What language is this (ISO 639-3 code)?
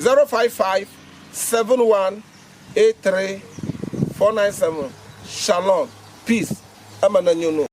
ewe